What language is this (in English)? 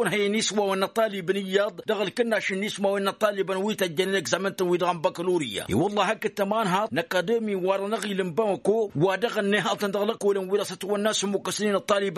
Tamasheq